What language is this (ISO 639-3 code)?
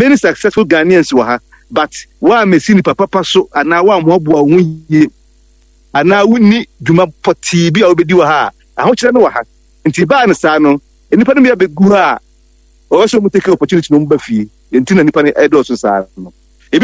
aka